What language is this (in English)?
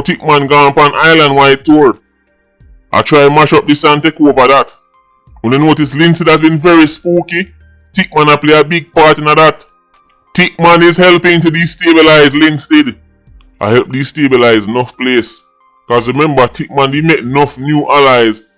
Jamaican Creole English